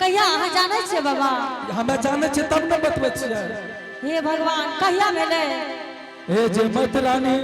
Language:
Angika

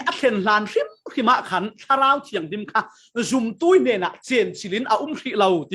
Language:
Falam Chin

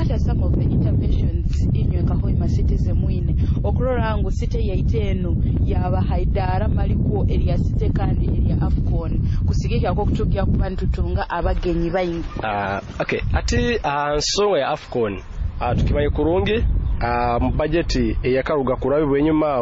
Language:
Nyoro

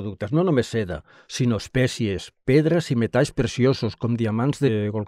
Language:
Catalan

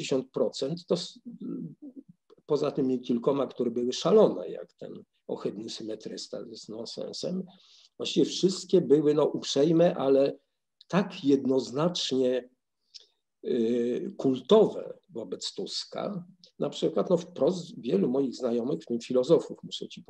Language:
Polish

